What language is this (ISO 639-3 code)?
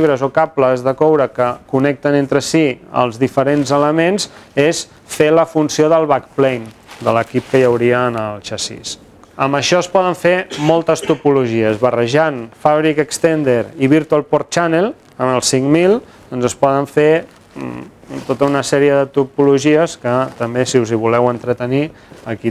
cat